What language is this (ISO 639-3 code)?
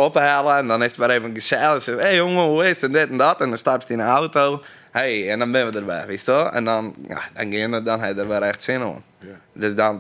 fry